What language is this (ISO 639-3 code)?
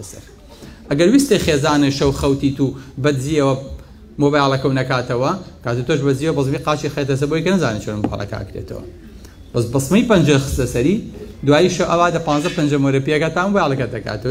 ckb